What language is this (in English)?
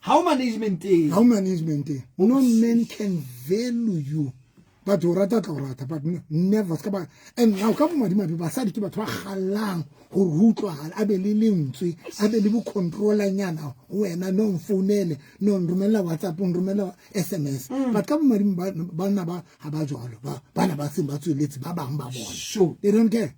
Southern Sotho